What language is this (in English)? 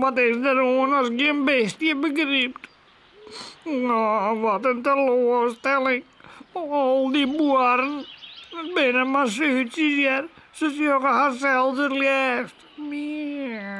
Western Frisian